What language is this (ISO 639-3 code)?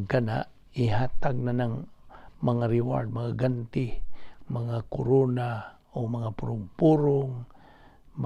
ceb